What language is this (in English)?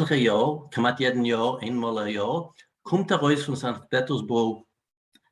Yiddish